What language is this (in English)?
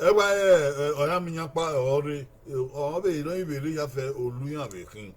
Bini